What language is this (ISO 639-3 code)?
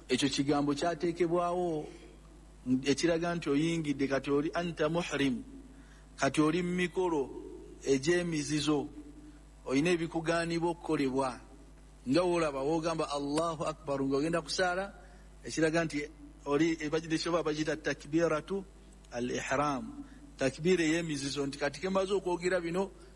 lug